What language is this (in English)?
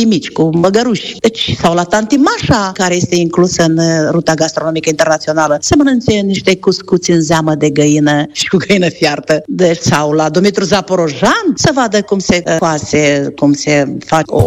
Romanian